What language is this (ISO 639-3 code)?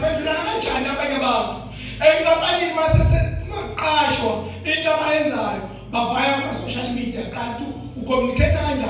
zul